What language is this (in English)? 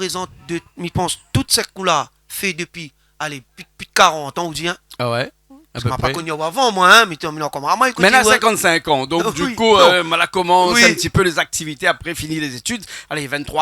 Réunion Creole French